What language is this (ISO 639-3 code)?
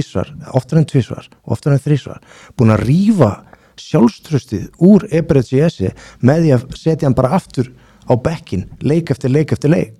isl